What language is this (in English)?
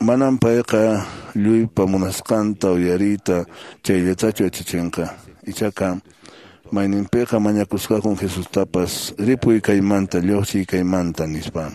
Quechua